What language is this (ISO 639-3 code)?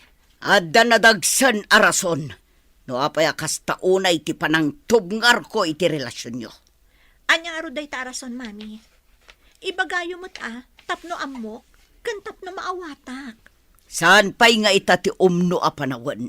ilo